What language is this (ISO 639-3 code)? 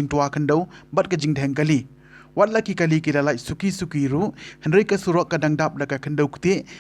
kha